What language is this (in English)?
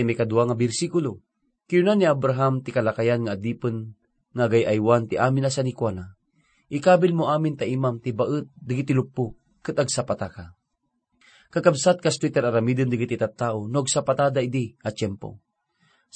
Iloko